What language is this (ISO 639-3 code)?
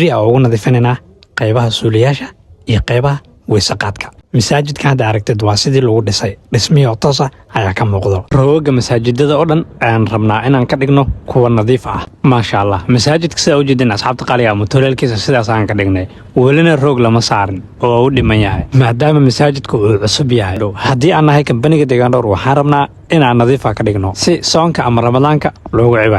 som